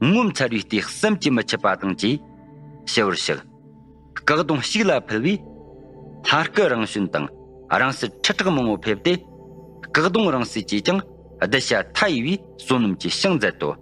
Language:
Tibetan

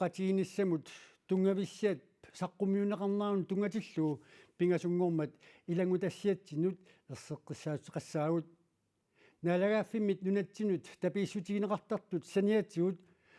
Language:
Kalaallisut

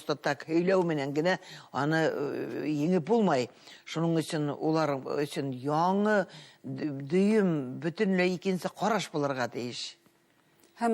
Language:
Bashkir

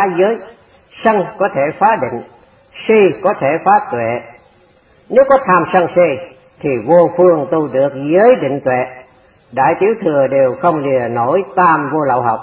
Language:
Vietnamese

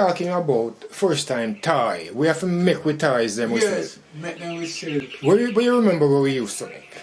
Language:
Jamaican Creole English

